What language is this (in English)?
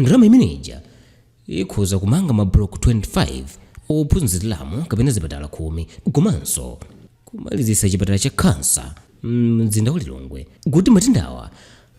Nyanja